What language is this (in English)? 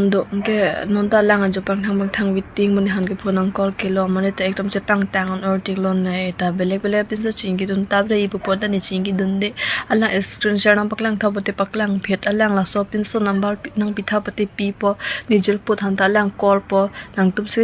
Karbi